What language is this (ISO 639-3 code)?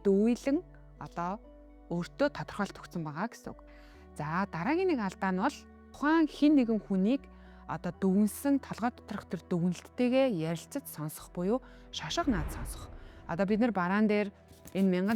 mon